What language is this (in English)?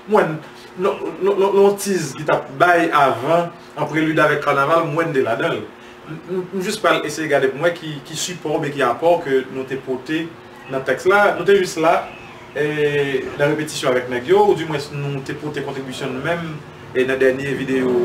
Haitian Creole